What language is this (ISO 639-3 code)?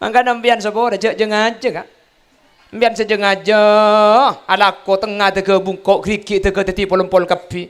mad